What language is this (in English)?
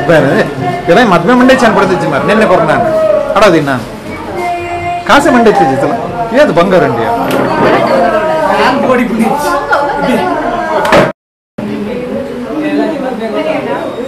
Kannada